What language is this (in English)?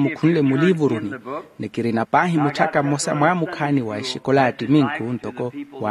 Makhuwa